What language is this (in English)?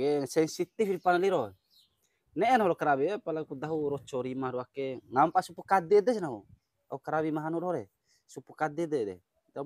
Bima